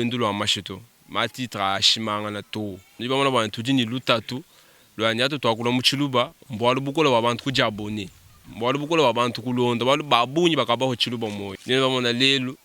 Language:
Luba-Lulua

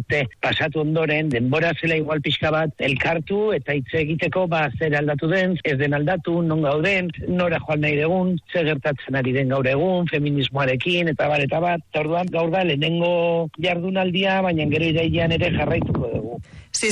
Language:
Basque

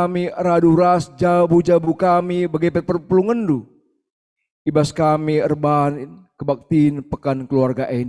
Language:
Batak Karo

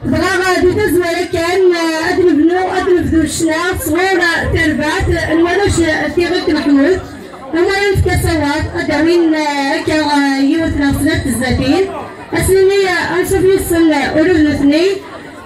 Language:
Kabyle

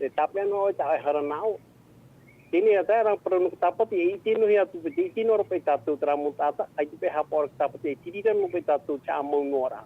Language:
Tahitian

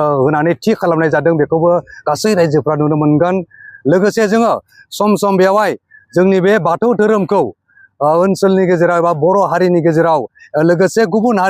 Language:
Bodo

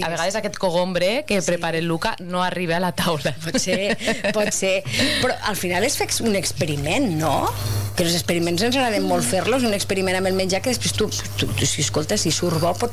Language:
Catalan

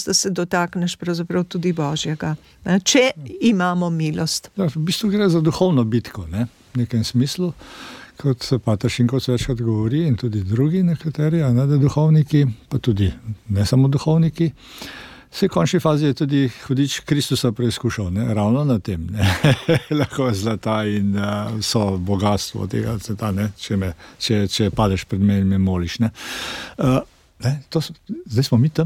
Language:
Slovenian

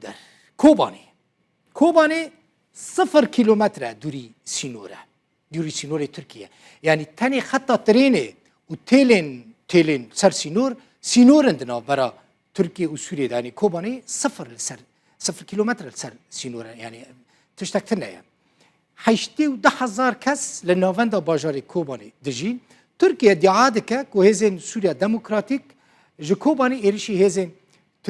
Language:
Kurdish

